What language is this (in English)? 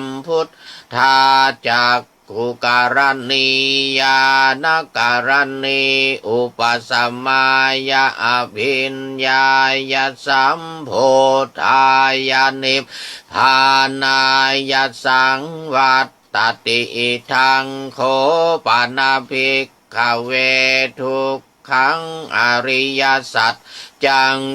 Pali